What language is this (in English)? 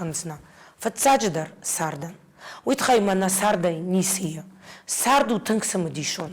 Ossetic